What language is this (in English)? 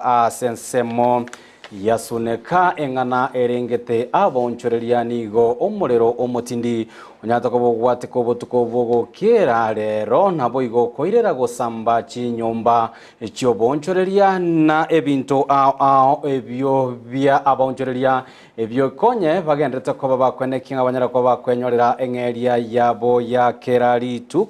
Gusii